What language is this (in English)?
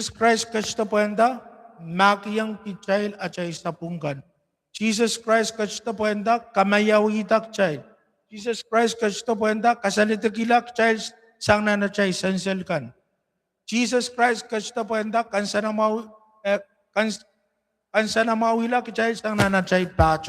Pohnpeian